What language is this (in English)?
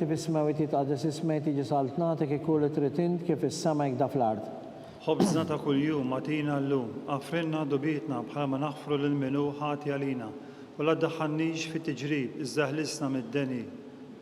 Maltese